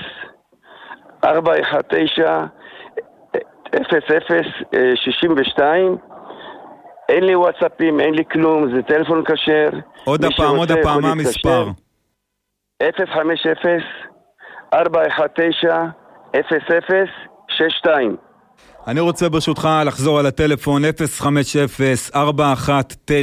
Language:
Hebrew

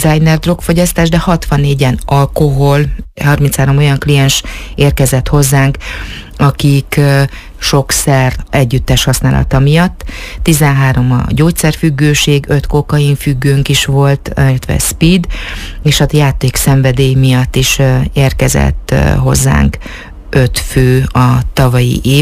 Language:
Hungarian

